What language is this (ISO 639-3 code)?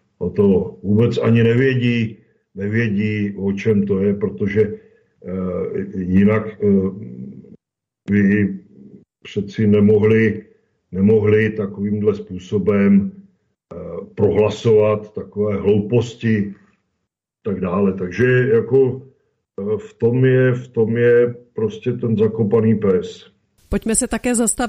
ces